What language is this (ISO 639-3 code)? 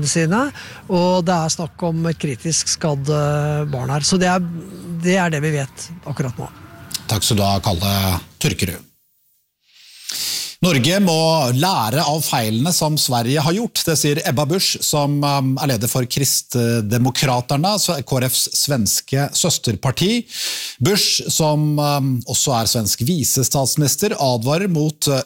nor